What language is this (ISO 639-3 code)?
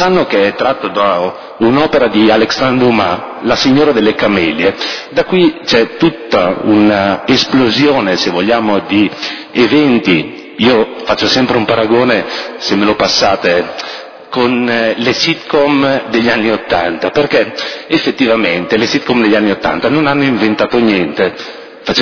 ita